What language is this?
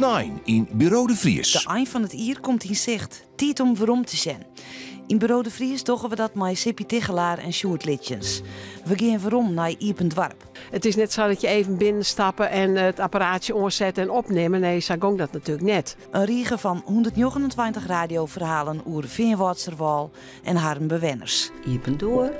Western Frisian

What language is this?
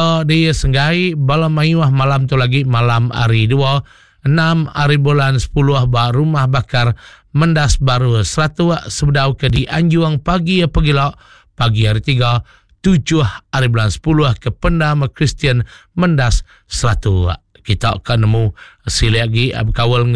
Iban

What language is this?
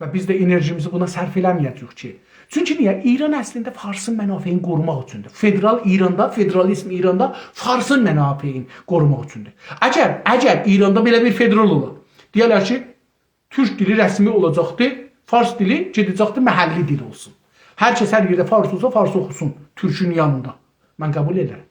South Azerbaijani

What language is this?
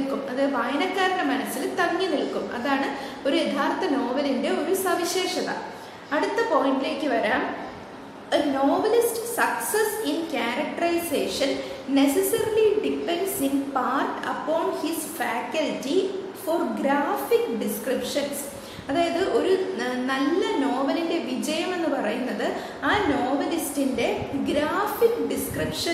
Malayalam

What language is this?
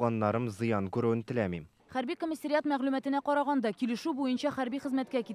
Tatar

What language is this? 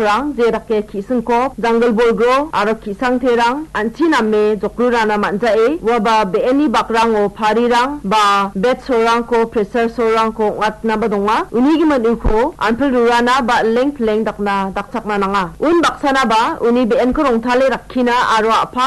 Garo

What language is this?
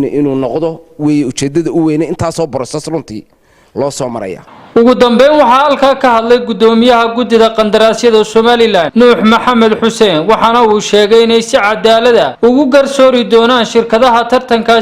Somali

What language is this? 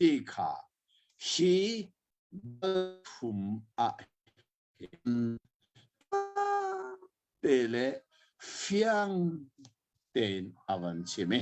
Hakha Chin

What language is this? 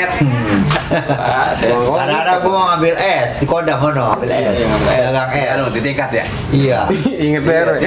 Betawi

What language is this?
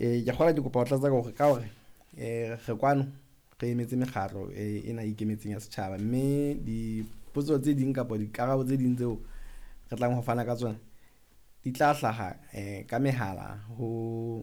Southern Sotho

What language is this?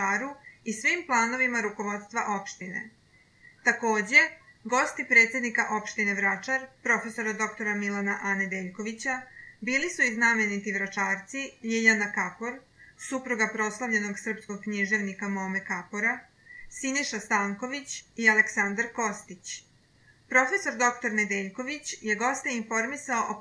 Serbian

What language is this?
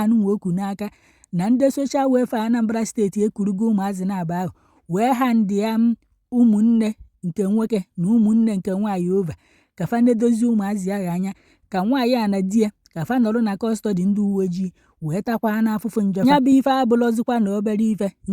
Igbo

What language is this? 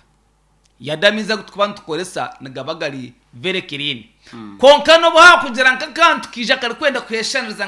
Nyankole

